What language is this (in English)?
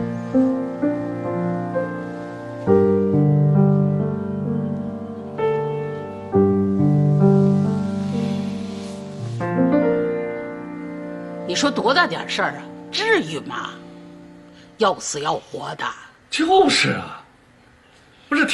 Chinese